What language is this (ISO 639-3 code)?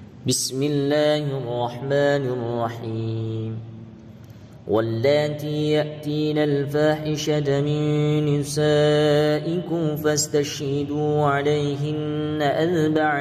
ara